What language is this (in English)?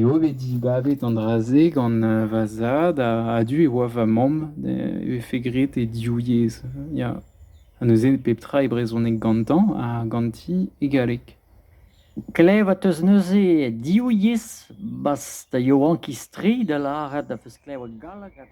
Breton